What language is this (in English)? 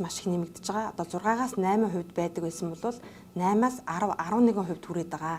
Mongolian